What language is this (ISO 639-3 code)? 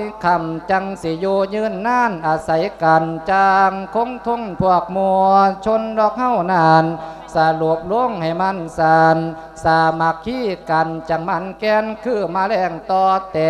lao